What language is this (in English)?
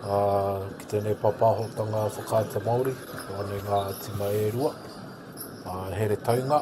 Māori